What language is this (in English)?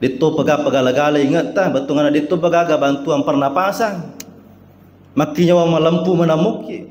Buginese